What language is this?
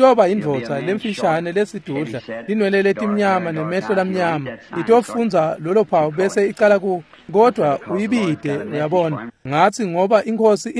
Swati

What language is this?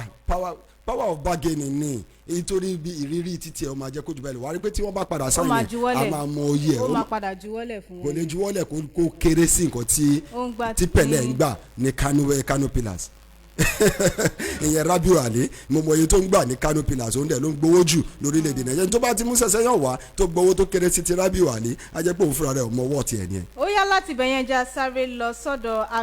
Yoruba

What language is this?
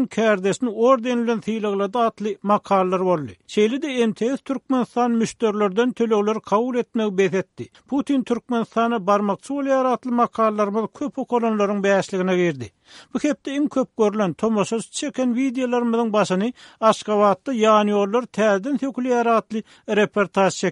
Turkmen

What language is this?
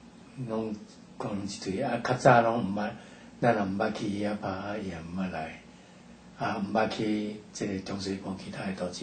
Min Nan Chinese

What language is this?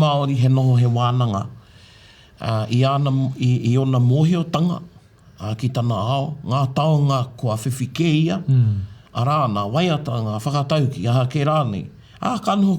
Māori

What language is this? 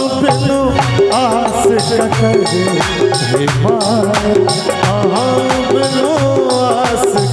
Maithili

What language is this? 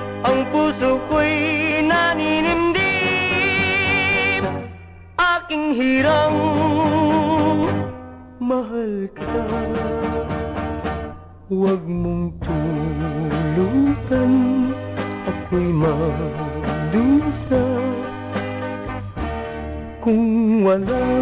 Filipino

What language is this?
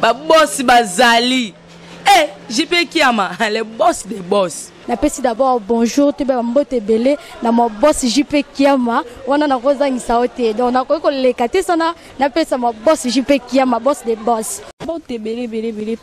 Lingala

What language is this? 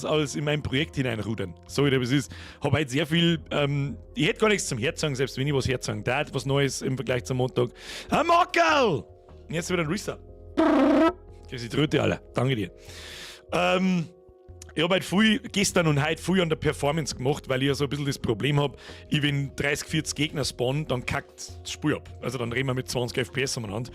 Bavarian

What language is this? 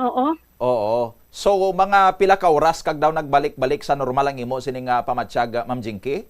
Hiligaynon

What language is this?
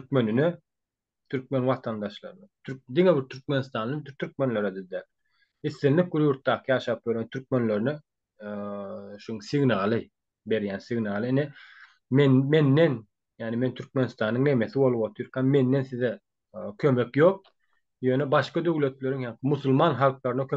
Turkmen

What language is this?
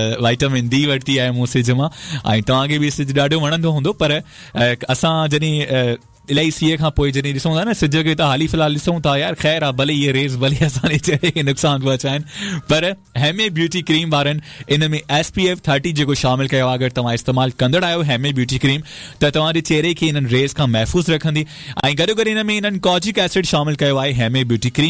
Sindhi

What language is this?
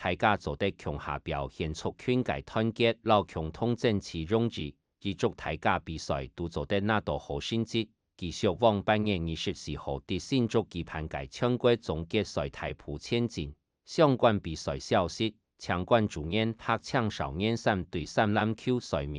Hakka Chinese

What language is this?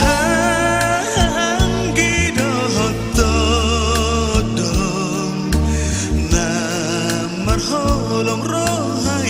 Batak Toba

